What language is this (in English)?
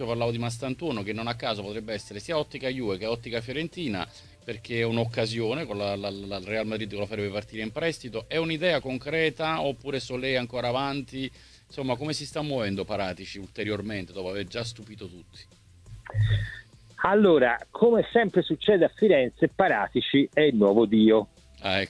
Italian